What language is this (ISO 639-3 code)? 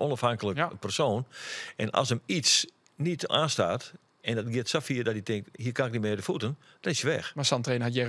fry